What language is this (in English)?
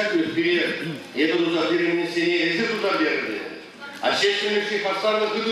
Chuvash